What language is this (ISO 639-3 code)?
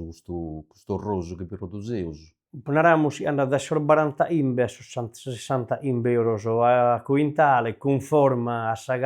srd